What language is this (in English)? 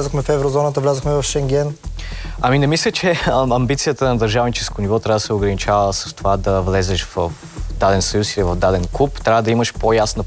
Bulgarian